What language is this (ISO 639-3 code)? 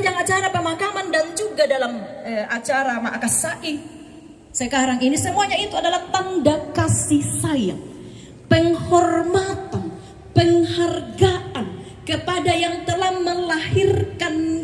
sda